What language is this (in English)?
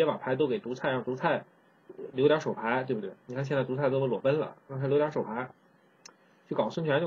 Chinese